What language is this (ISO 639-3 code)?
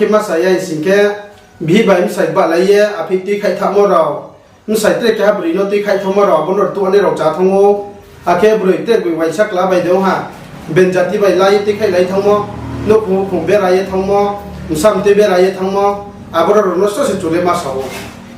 ria